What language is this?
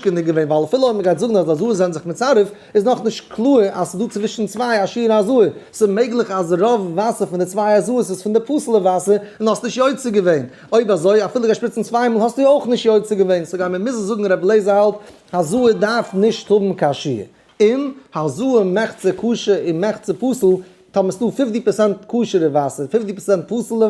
Yiddish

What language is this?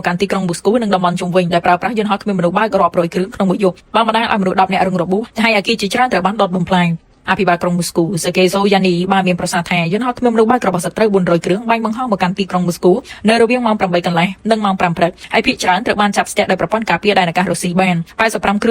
Khmer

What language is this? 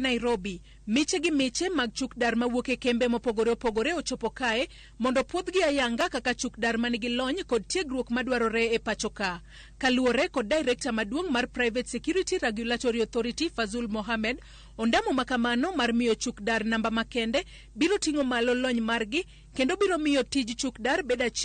Luo (Kenya and Tanzania)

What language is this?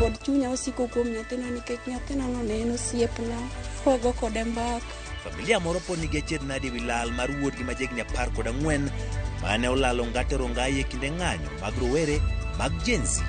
Luo (Kenya and Tanzania)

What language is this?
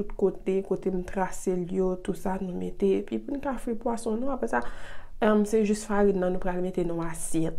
Haitian Creole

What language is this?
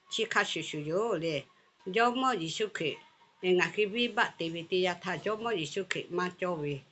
Lahu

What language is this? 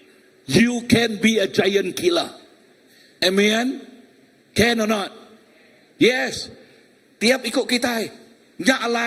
Iban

